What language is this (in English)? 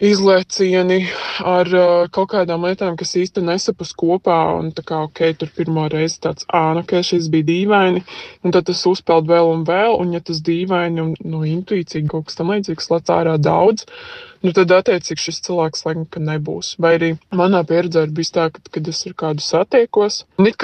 Latvian